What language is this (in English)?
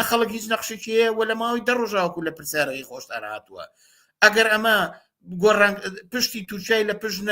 Central Kurdish